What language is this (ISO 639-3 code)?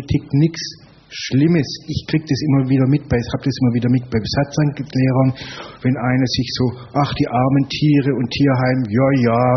deu